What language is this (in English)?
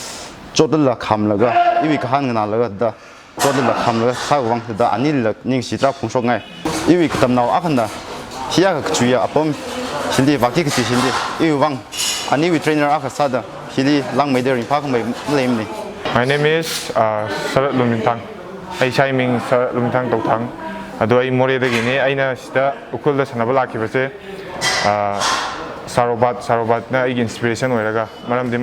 Tangkhul Naga (India)